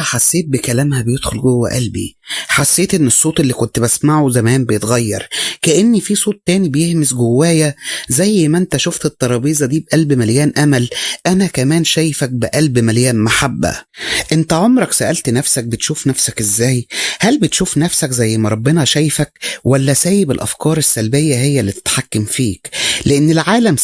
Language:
Egyptian Arabic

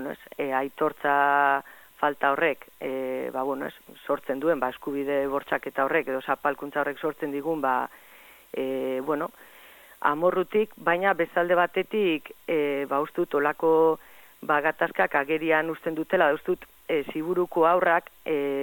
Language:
Basque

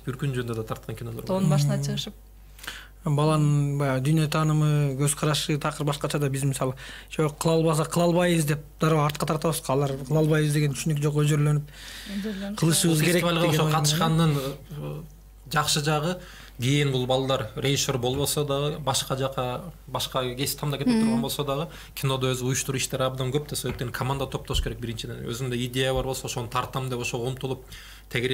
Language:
Kyrgyz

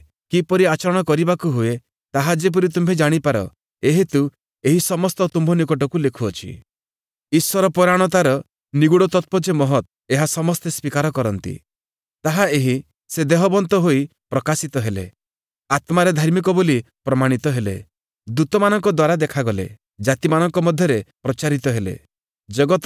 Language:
Odia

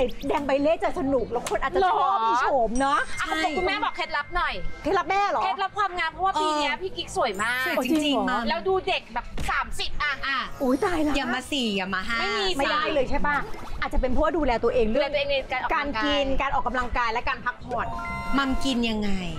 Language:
Thai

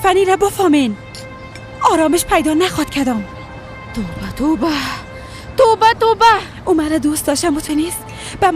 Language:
Persian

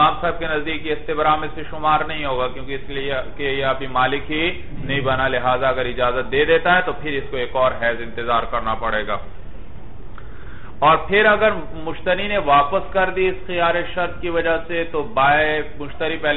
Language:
Urdu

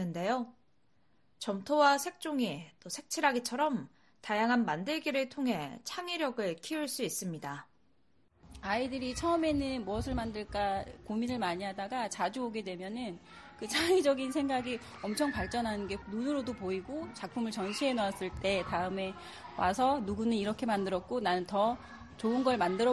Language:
Korean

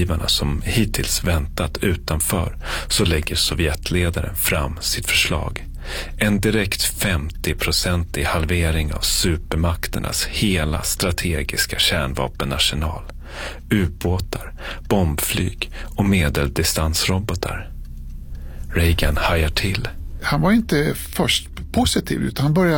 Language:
Swedish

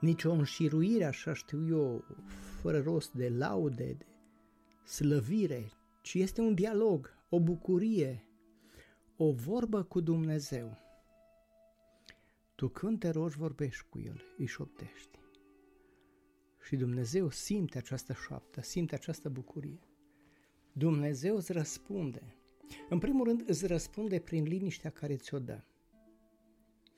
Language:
Romanian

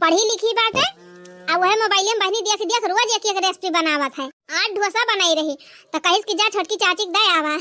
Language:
Awadhi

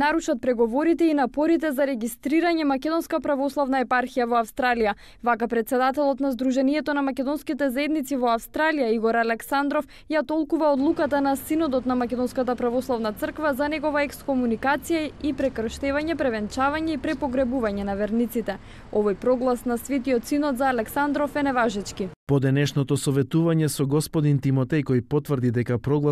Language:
Macedonian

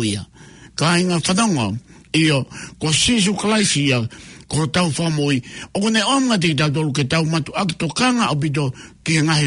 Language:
Tongan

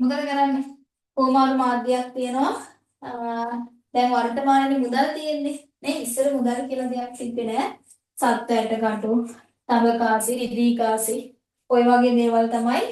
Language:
Sinhala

